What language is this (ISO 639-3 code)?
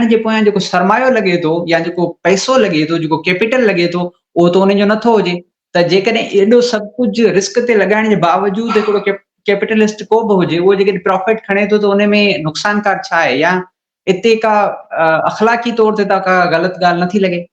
snd